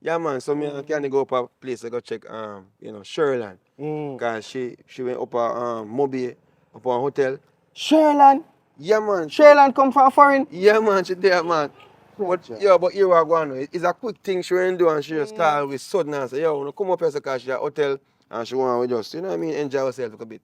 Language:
Jamaican Creole English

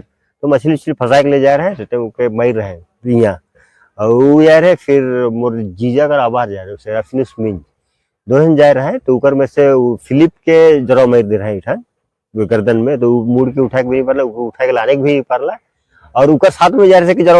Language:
Sadri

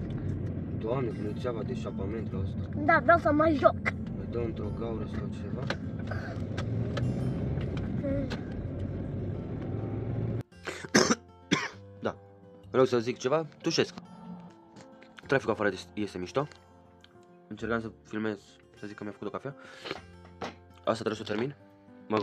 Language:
Romanian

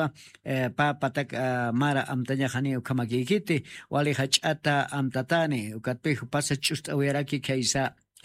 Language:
Aymara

